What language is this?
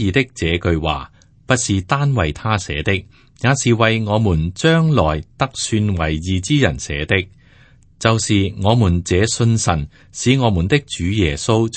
Cantonese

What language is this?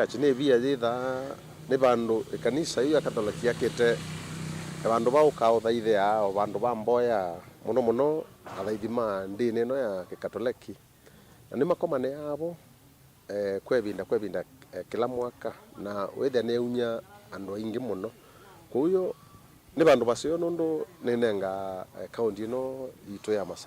Kamba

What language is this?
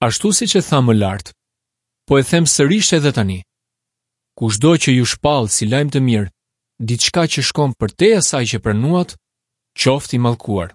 Albanian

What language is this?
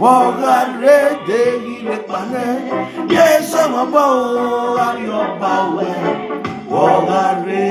Nigerian Pidgin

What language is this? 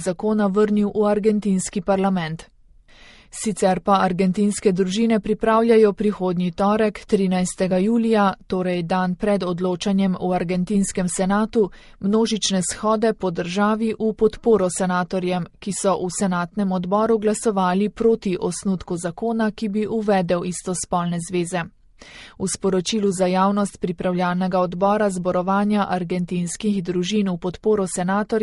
Slovenian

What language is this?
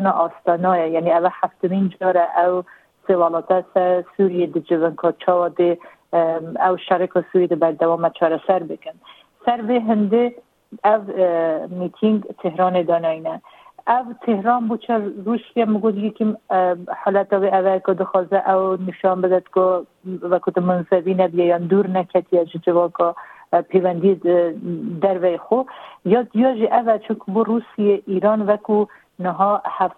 Kurdish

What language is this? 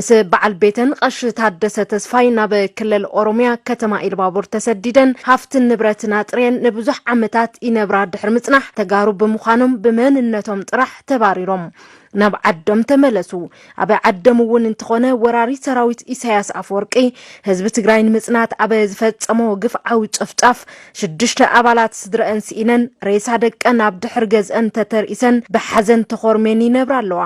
Tigrinya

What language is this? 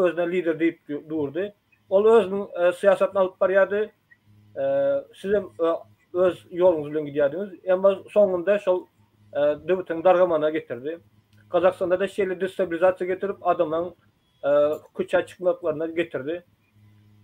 Turkmen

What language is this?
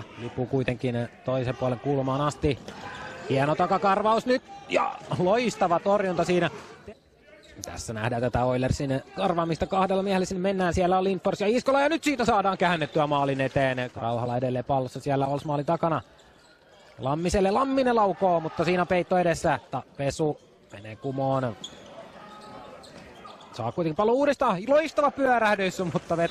Finnish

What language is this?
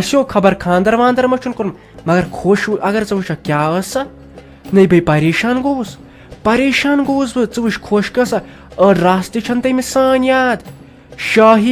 Kashmiri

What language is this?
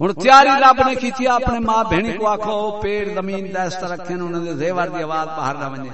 Saraiki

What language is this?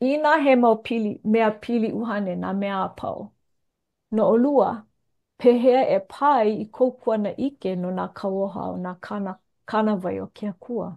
Hawaiian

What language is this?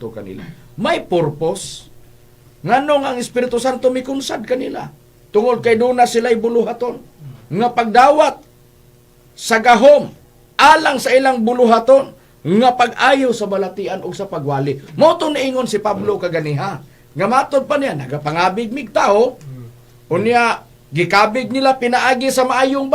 Cebuano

